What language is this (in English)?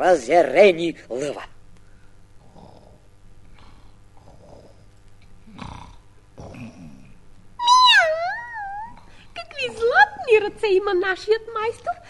Bulgarian